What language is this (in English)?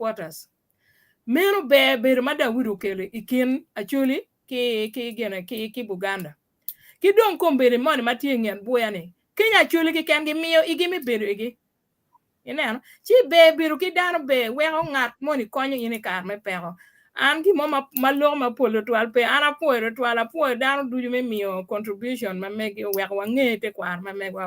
Acoli